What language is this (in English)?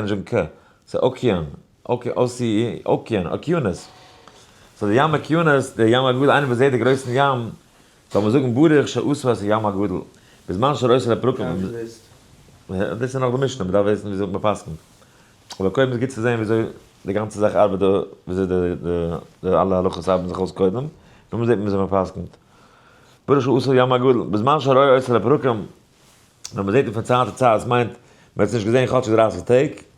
Yiddish